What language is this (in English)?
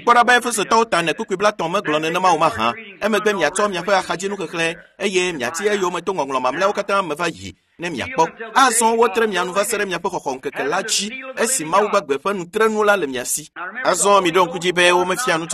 Ewe